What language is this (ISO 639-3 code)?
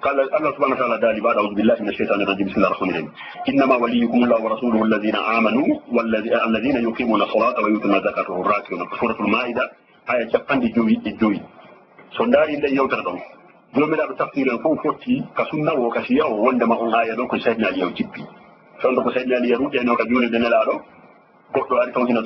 ful